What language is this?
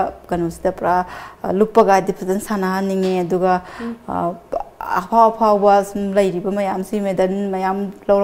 Manipuri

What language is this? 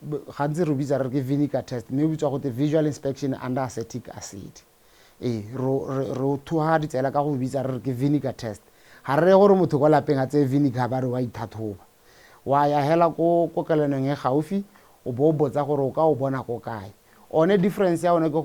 Tswana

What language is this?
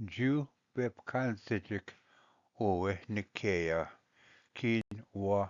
Ojibwa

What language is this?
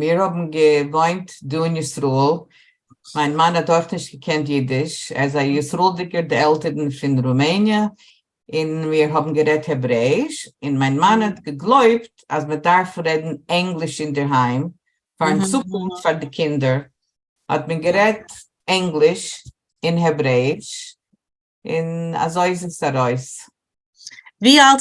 Yiddish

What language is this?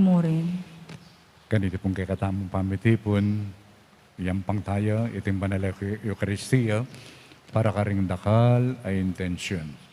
Pampanga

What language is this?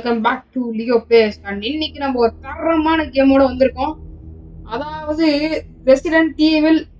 Tamil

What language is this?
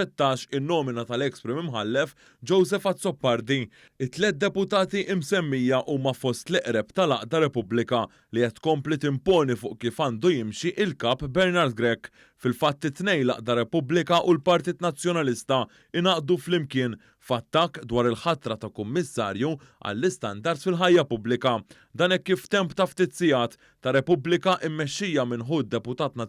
Maltese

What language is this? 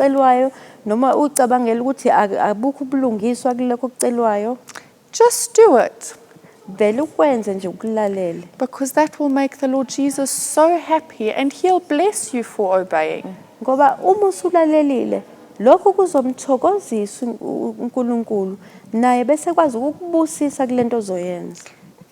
Zulu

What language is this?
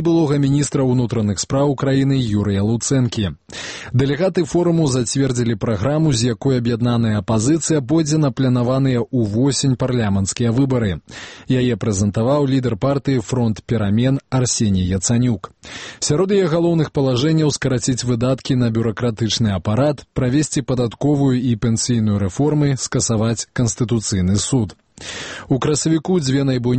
Belarusian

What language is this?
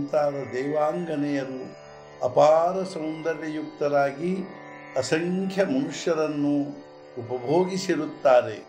Kannada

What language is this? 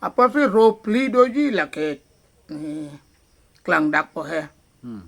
Karbi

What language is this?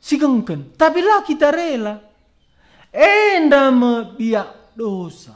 Batak Karo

